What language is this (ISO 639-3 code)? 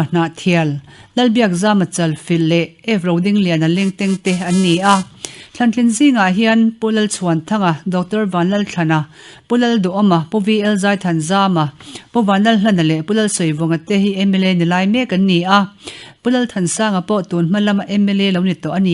lus